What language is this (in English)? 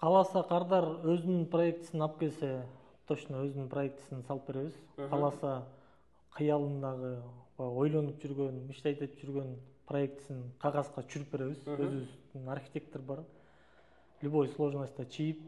Kyrgyz